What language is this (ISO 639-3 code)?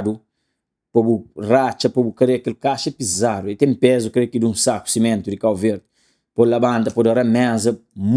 kea